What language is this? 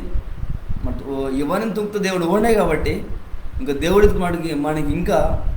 Koya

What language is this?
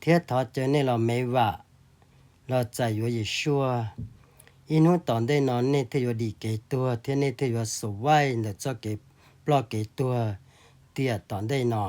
Hmong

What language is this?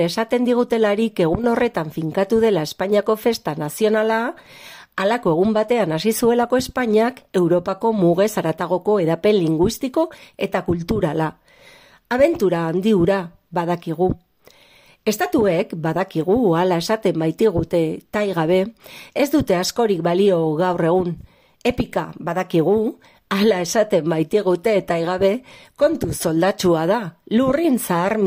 Basque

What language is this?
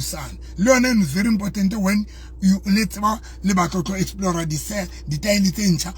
Southern Sotho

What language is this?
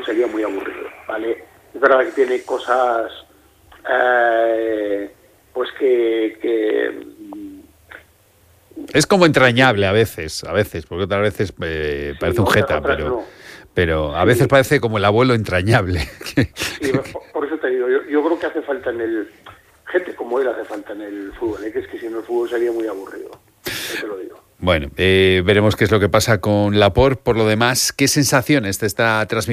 Spanish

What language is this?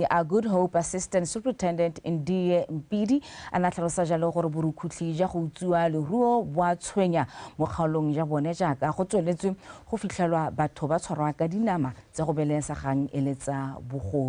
Tswana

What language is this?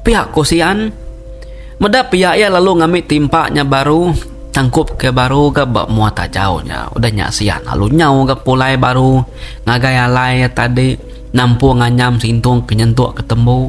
Iban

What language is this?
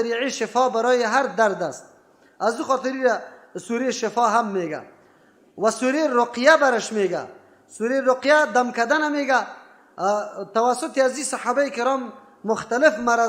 Persian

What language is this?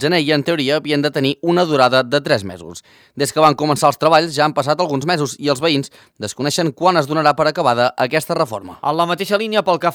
Catalan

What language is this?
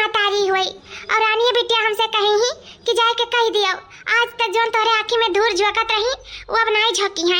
Awadhi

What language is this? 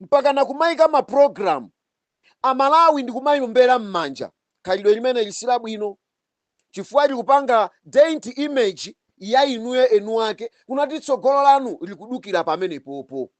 Nyanja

